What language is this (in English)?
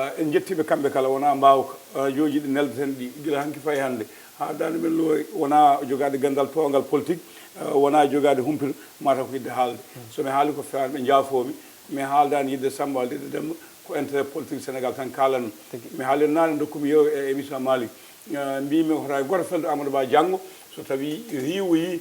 Fula